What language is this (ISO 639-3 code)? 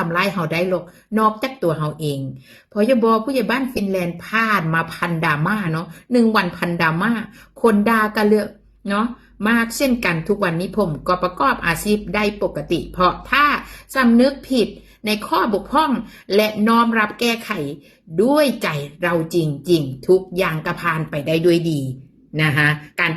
tts